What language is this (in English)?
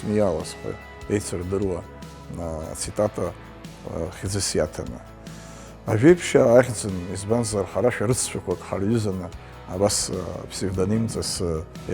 Abkhazian